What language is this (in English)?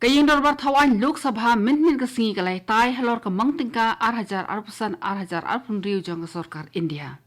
Khasi